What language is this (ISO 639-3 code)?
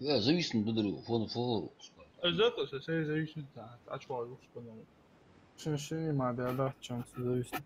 inh